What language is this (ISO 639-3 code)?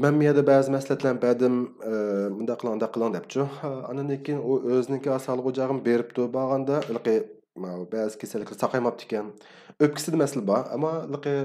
uig